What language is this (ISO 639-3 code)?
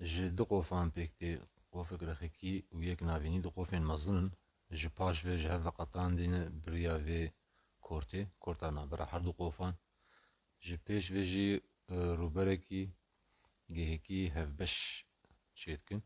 kur